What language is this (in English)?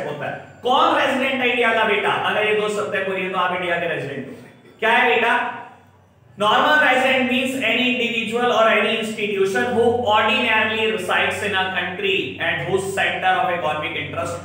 Hindi